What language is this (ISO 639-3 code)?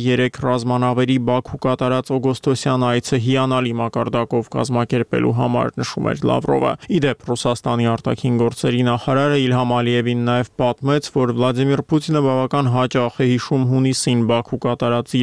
hye